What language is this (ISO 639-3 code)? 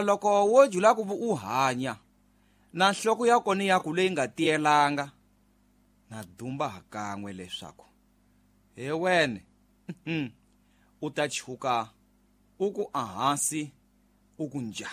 tso